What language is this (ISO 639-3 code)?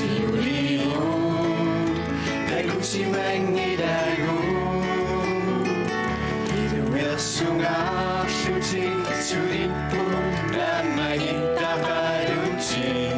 kal